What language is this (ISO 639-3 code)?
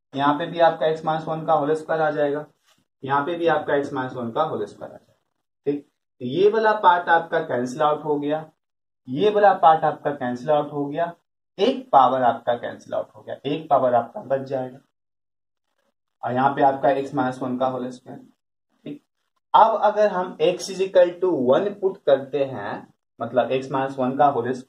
hin